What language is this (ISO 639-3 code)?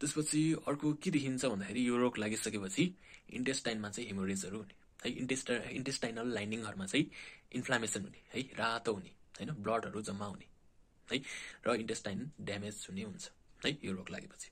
nep